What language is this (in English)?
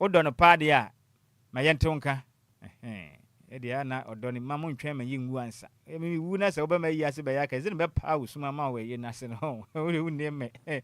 Akan